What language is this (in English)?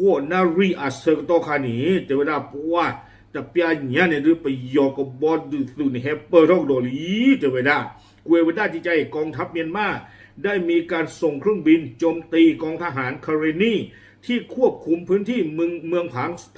S'gaw Karen